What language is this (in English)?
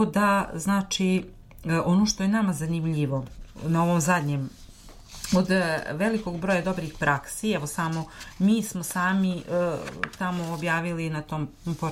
Serbian